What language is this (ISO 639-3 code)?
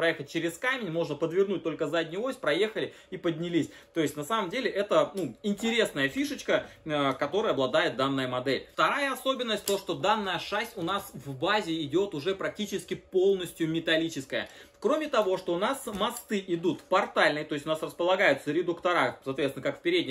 rus